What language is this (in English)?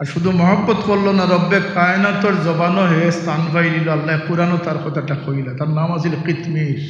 Sylheti